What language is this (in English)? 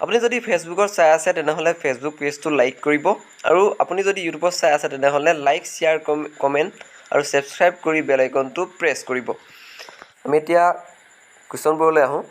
Assamese